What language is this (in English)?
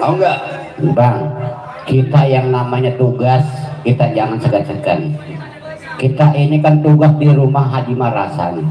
Betawi